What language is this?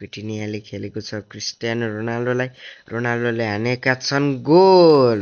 Nepali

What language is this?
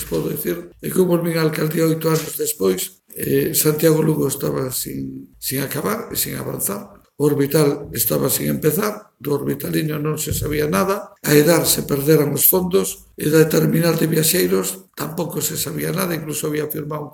Galician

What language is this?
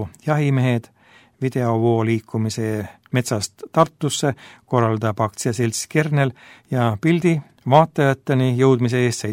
Estonian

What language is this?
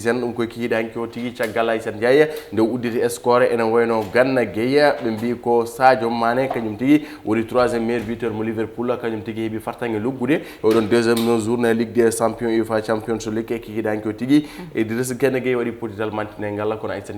Fula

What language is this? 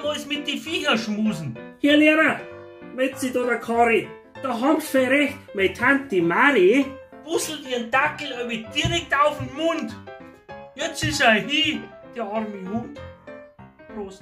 Bavarian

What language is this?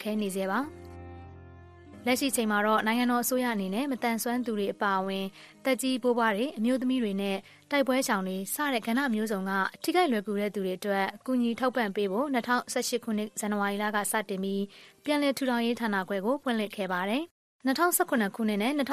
Burmese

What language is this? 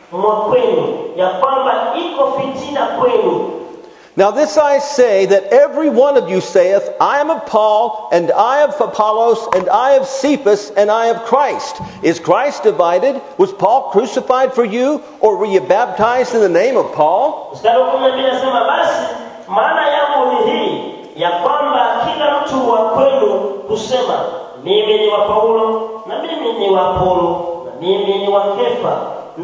Swahili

